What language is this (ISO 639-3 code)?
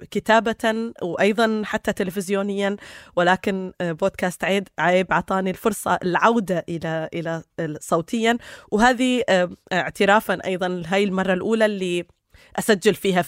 apc